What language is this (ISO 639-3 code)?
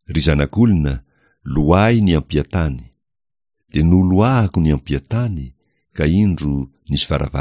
mlg